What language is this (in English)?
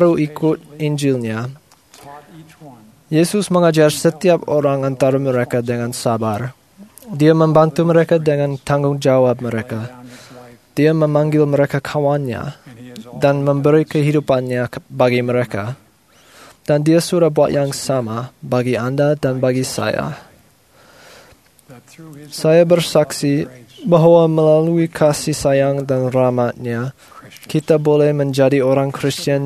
Malay